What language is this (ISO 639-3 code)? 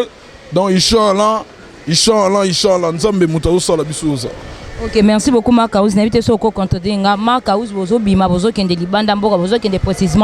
lin